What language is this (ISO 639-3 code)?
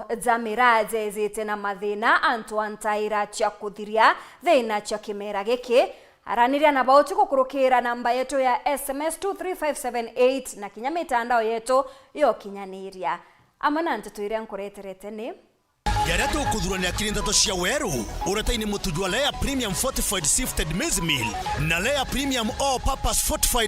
mer